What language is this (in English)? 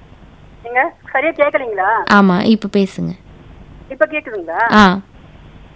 Tamil